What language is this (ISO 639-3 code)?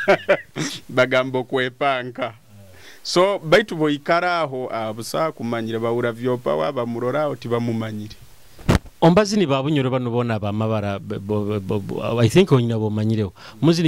nyo